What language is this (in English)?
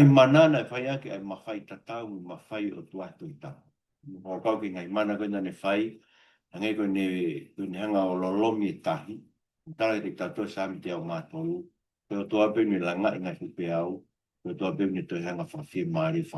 Tongan